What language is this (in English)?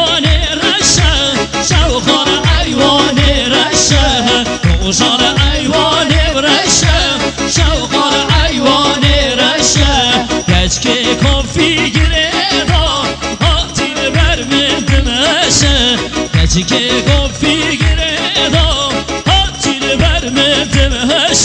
Kurdish